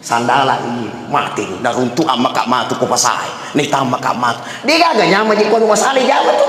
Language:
Buginese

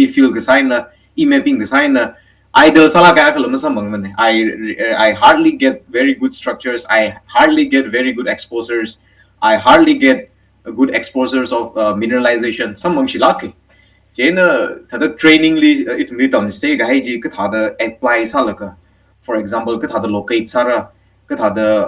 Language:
Tangkhul Naga (India)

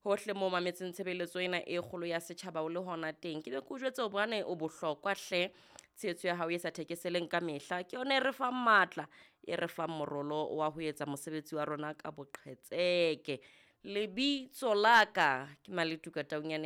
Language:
Southern Sotho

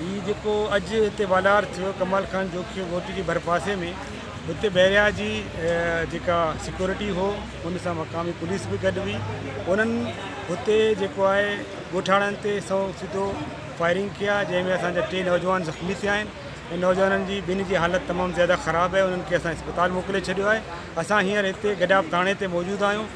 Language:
Sindhi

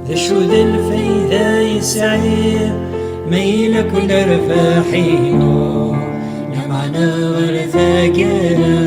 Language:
Kabyle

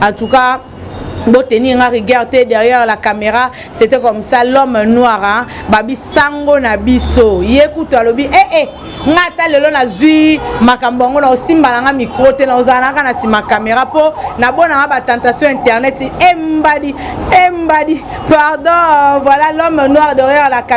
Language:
Lingala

